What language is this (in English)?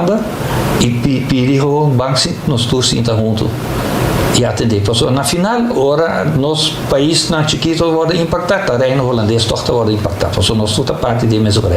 Papiamento